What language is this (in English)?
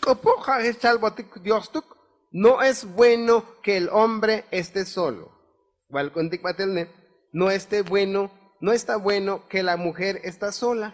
Tzotzil